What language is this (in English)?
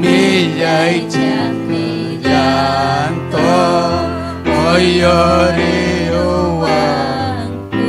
Ayacucho Quechua